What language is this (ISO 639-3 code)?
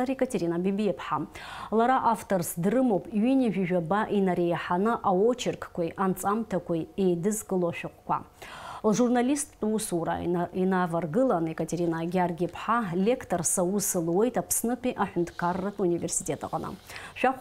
abk